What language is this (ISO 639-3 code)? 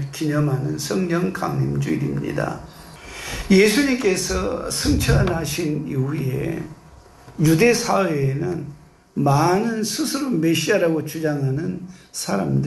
kor